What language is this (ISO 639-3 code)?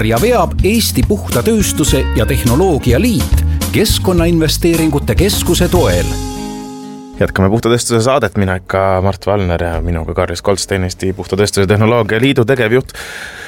est